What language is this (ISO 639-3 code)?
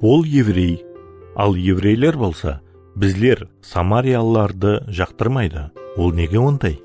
kaa